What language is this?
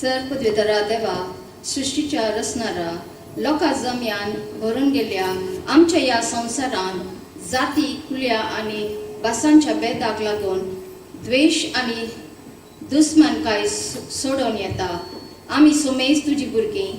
Konkani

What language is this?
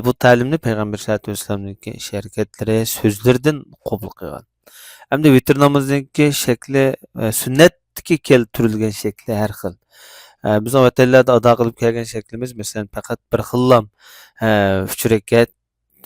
Uyghur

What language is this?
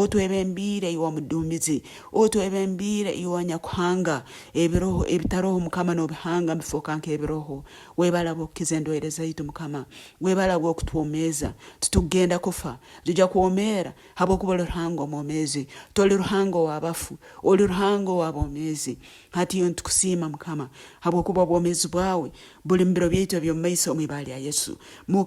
Nyoro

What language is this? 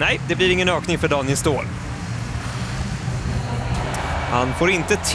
Swedish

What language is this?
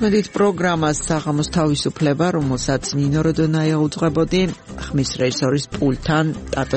Georgian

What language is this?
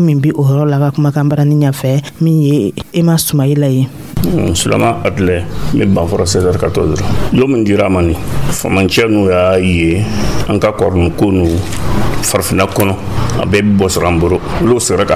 Dyula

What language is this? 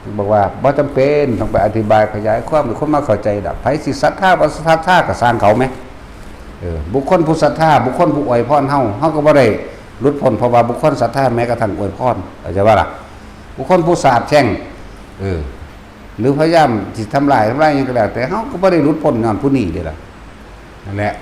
Lao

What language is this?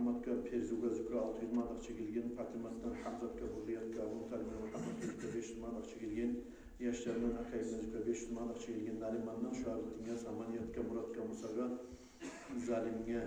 Kumyk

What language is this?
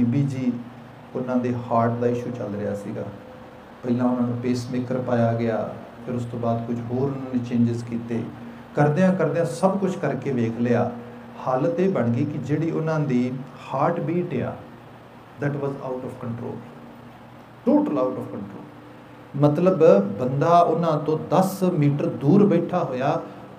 Punjabi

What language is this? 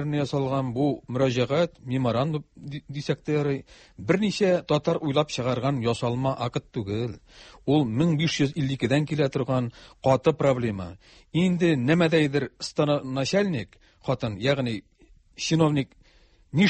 Tatar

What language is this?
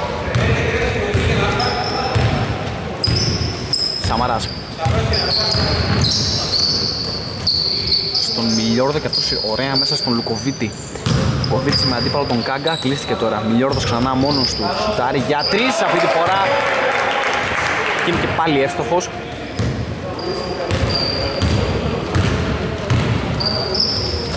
Greek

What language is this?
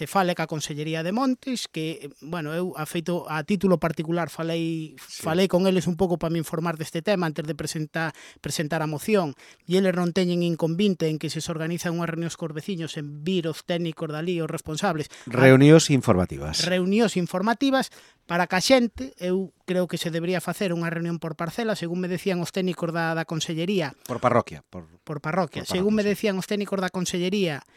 Galician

